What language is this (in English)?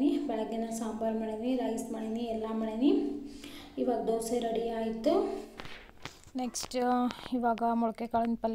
Kannada